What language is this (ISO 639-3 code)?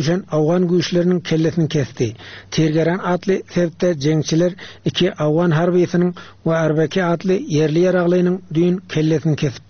tuk